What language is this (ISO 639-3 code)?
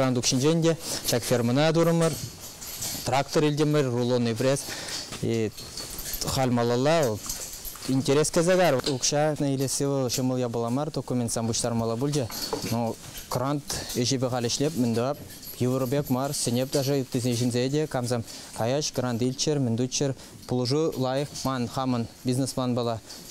chv